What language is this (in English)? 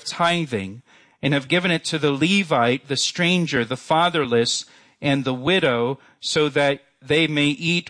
English